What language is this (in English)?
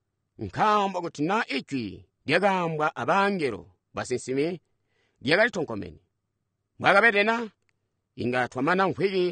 Tonga (Zambia)